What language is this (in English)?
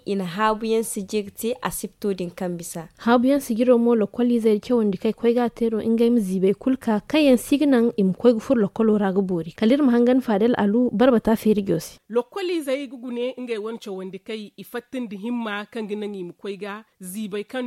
Zarma